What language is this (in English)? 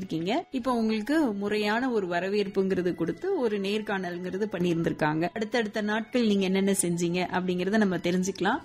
Tamil